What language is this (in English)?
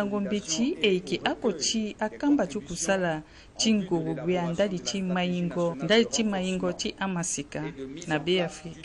Sango